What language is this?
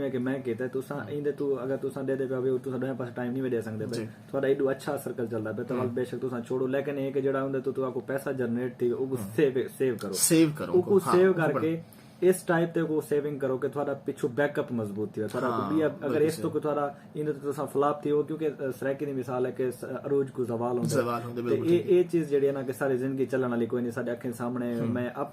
Saraiki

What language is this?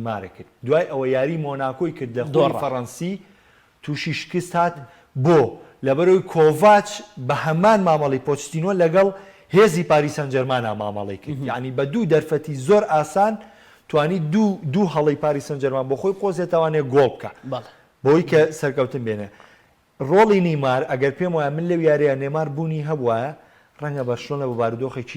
Central Kurdish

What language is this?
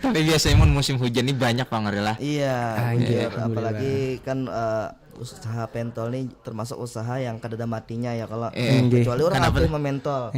Banjar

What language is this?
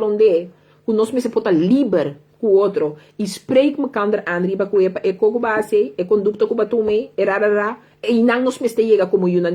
Papiamento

